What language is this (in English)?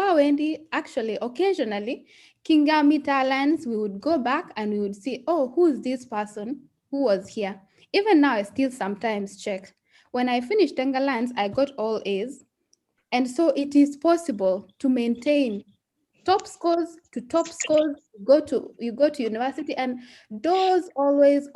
Kalenjin